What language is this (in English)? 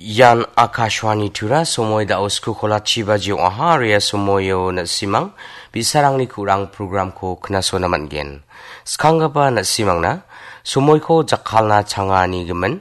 Garo